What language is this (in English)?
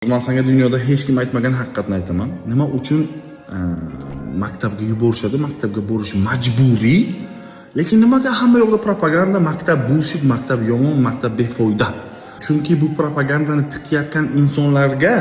Uzbek